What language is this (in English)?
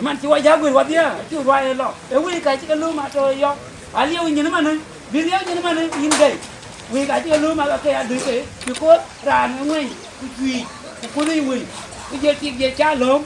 Dinka